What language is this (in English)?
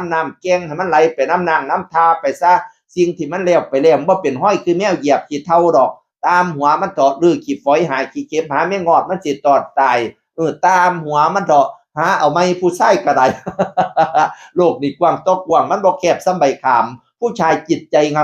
Northeastern Thai